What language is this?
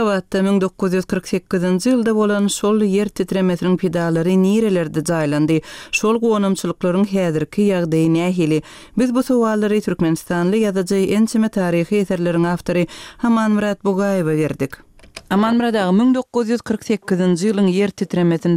Turkmen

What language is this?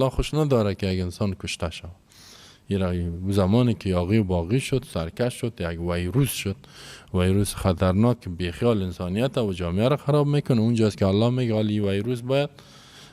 Persian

